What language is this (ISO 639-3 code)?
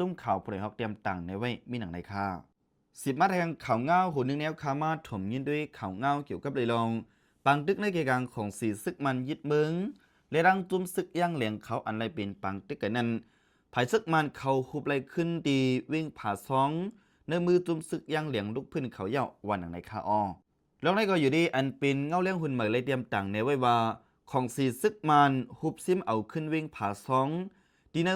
shn